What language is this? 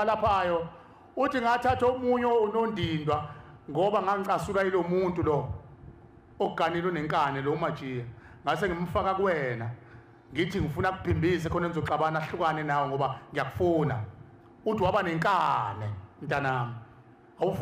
Zulu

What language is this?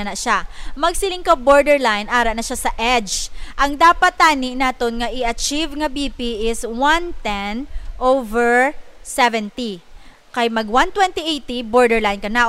Hiligaynon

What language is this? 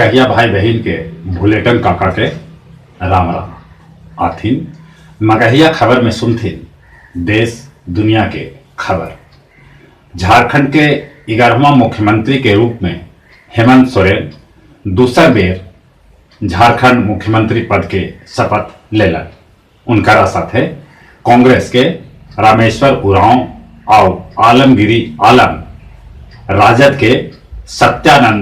Magahi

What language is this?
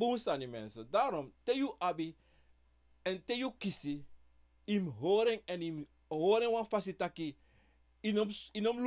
Sranan Tongo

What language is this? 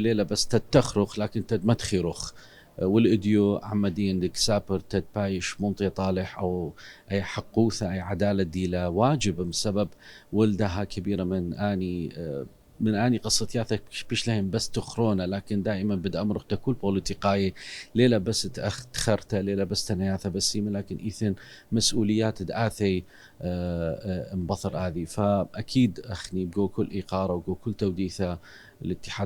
Assyrian Neo-Aramaic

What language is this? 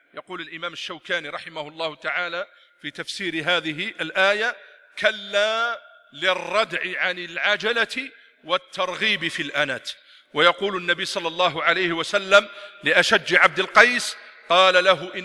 Arabic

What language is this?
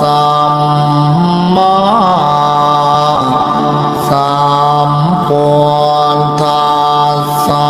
Pali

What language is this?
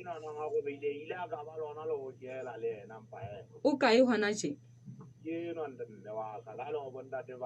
Southern Sotho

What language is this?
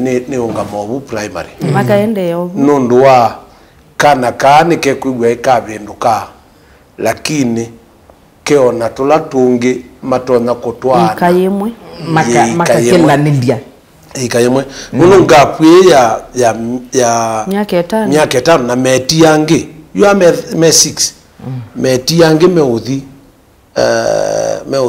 Kamba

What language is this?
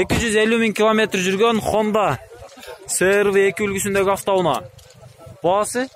Kyrgyz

